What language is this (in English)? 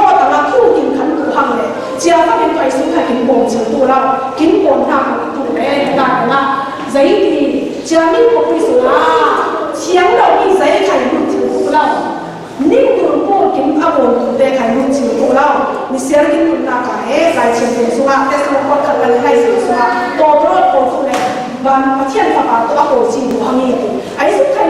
Falam Chin